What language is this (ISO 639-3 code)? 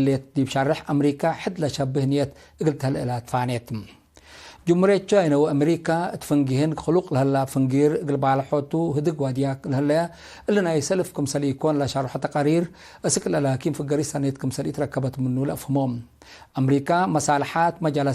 tig